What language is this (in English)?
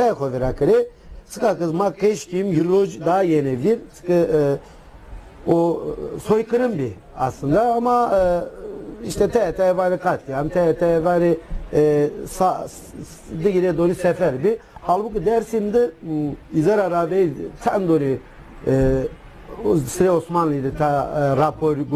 Zaza